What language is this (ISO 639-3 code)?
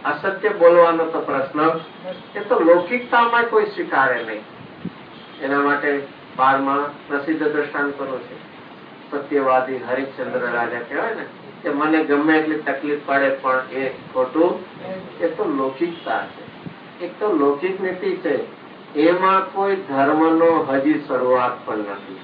guj